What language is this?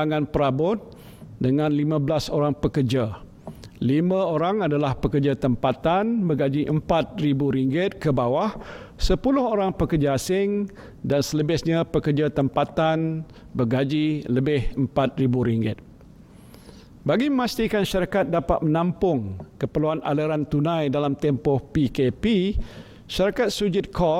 Malay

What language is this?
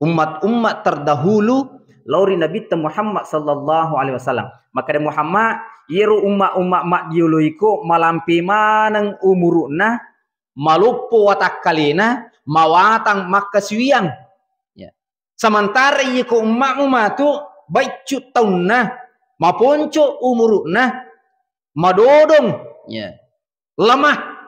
Buginese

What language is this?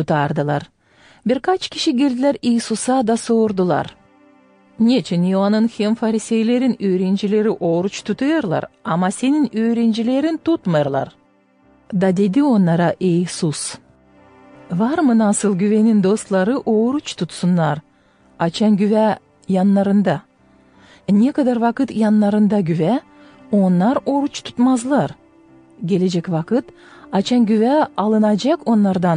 Gagauz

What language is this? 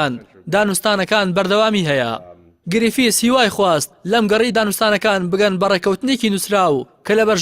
Central Kurdish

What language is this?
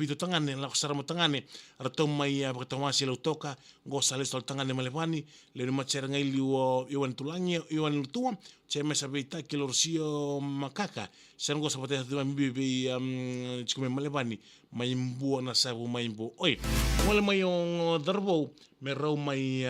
Fijian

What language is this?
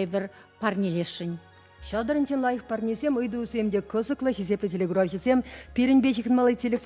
Chuvash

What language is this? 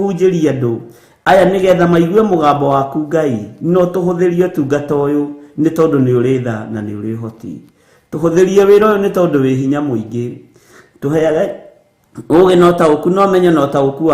Kikuyu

